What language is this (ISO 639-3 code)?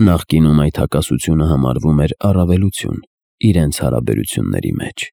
hye